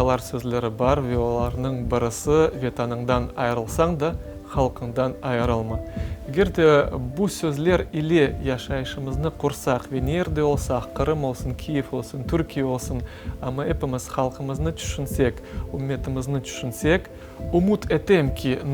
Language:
Crimean Tatar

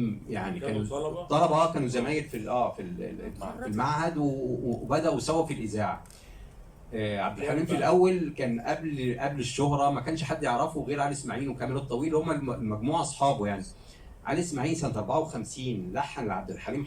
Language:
Egyptian Arabic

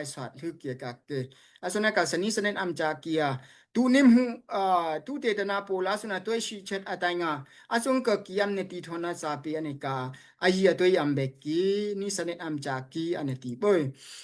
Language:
Daai Chin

